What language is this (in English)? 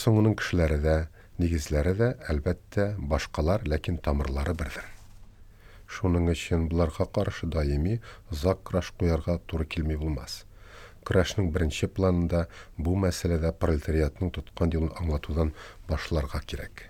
Tatar